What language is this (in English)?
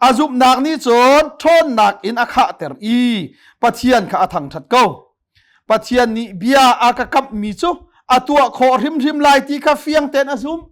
Hakha Chin